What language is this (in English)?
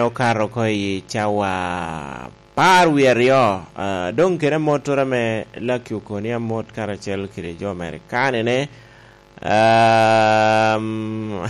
Lango (Uganda)